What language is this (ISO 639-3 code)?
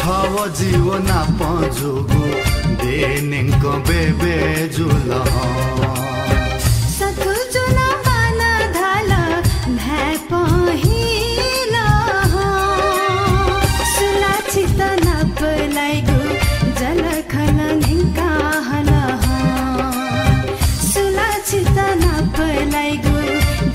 new